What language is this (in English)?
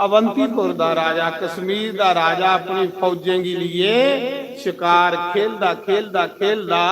Dogri